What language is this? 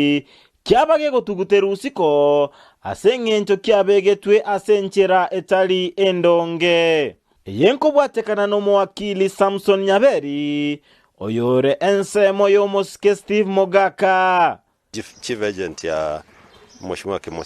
Gusii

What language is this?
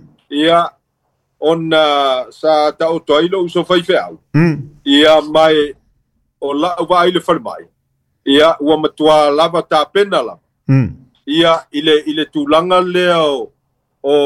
Samoan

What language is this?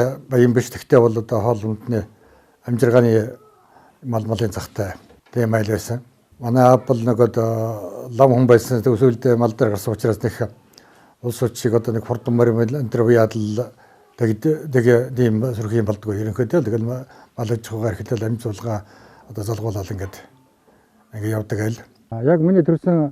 Mongolian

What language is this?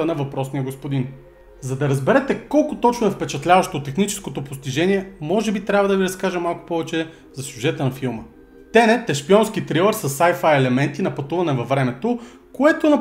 Bulgarian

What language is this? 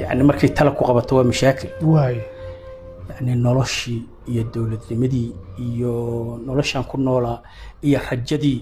Somali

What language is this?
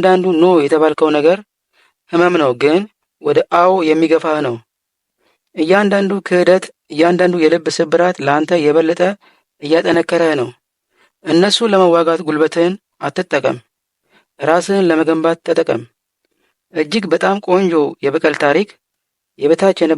Amharic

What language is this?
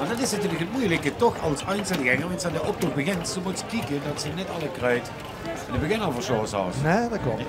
Limburgish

